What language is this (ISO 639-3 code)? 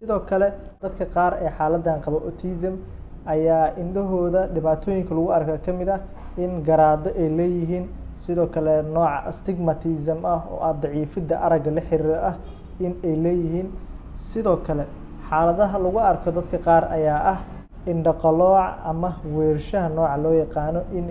som